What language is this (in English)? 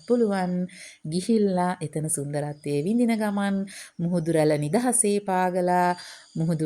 Sinhala